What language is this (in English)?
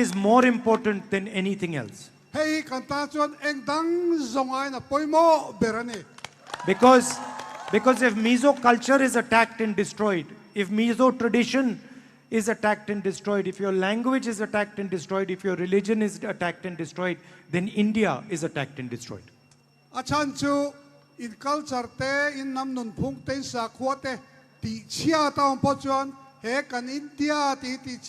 Mizo